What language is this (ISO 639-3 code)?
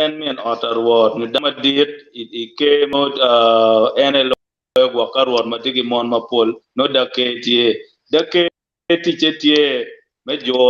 ach